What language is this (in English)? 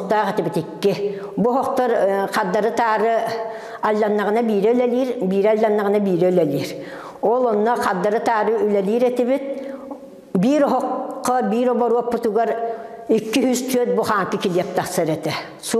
Yakut